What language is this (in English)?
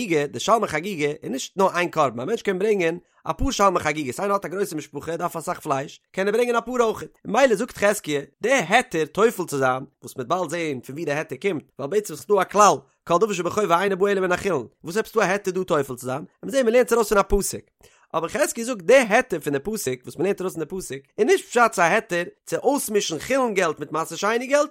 Yiddish